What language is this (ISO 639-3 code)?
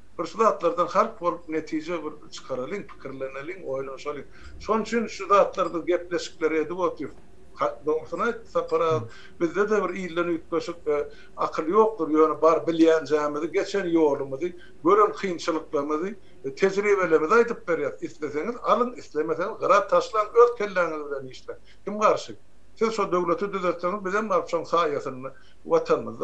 tuk